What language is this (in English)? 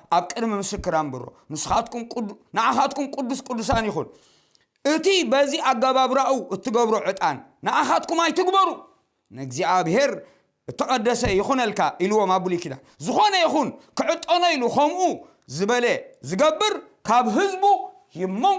Tigrinya